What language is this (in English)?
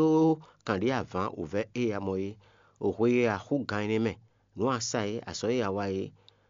Fon